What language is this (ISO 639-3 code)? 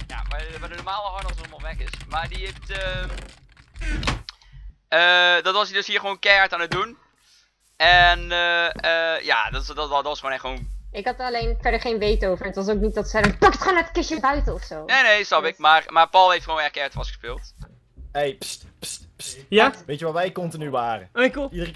nld